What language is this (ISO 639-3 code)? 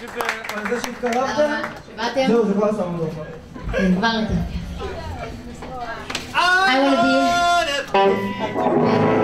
heb